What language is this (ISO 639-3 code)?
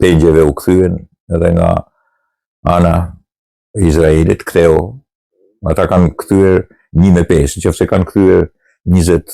sqi